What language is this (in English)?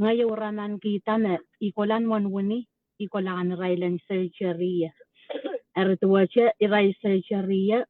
Pohnpeian